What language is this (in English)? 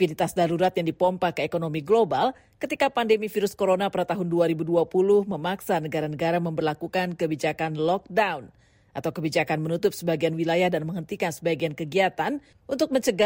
Indonesian